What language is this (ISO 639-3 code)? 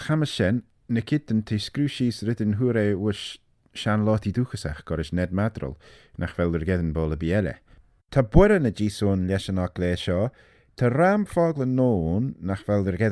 glv